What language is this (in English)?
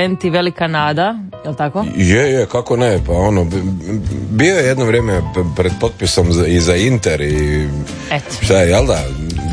Croatian